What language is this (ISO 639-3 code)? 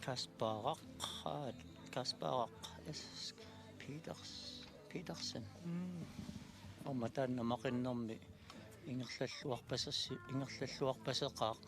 kal